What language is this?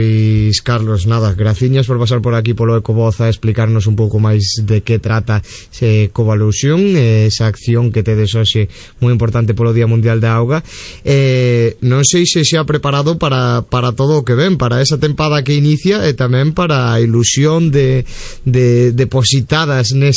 Galician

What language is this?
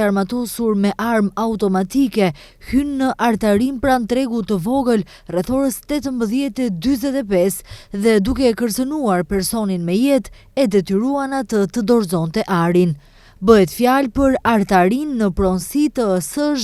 Albanian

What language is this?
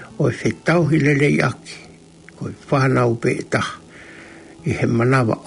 Tongan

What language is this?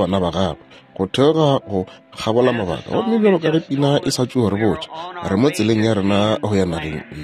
Northern Sotho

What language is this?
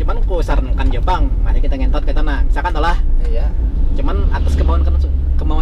Banjar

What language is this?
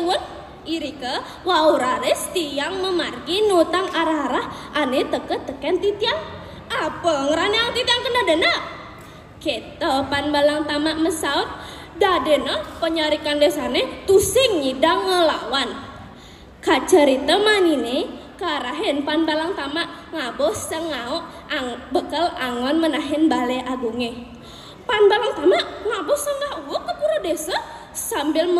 Balinese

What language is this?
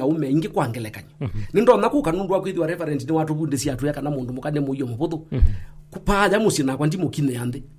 Kamba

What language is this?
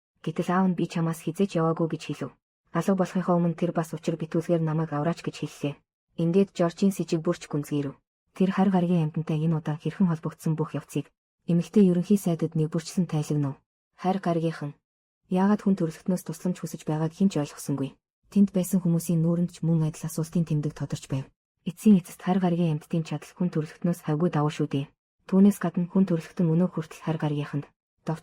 Mongolian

